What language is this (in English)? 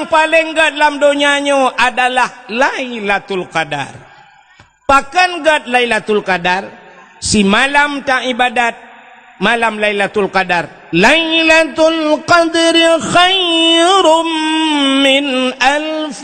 Achinese